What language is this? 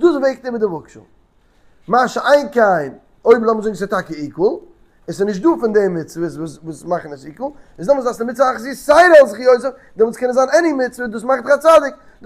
Yiddish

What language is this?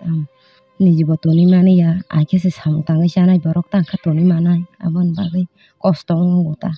Kok Borok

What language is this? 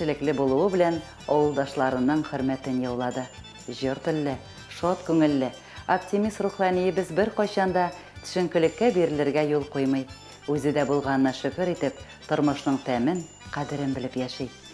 Tatar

